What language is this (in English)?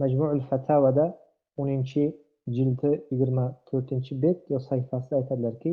Uzbek